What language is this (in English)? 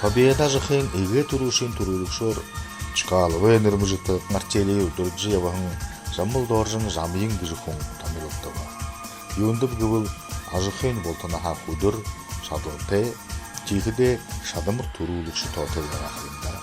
Buriat